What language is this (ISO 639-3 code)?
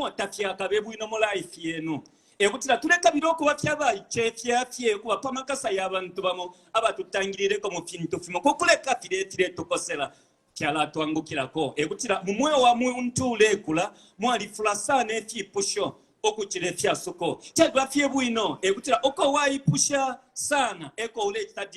bem